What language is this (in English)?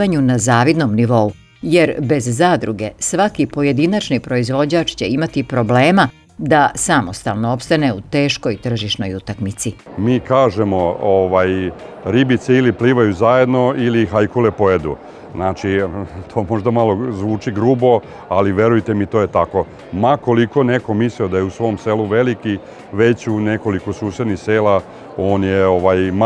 Serbian